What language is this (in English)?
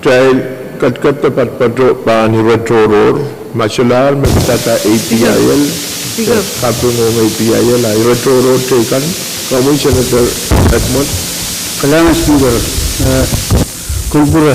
Pohnpeian